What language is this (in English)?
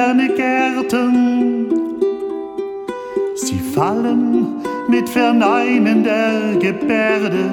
German